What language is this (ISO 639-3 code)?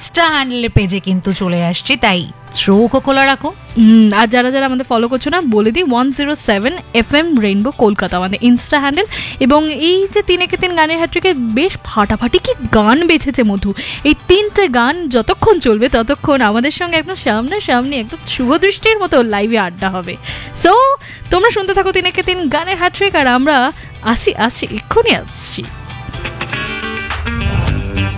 ben